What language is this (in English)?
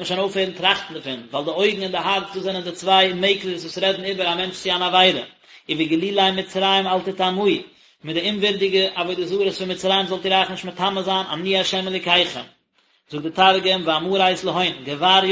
Yiddish